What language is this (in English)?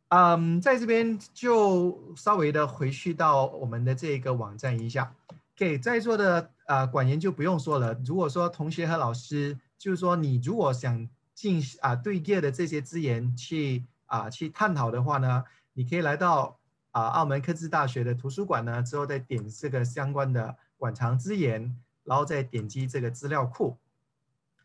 Chinese